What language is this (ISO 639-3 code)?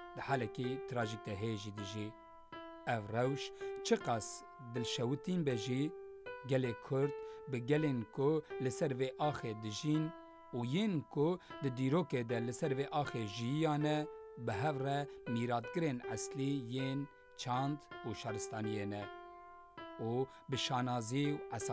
kur